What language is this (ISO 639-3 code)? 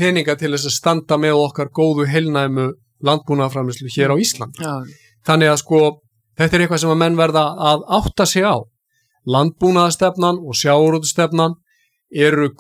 isl